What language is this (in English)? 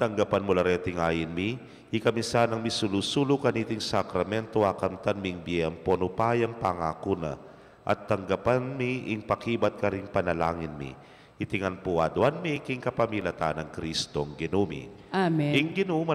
Pampanga